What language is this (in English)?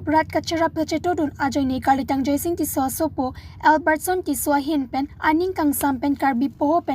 Karbi